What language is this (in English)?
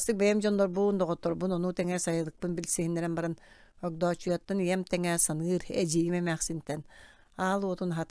Yakut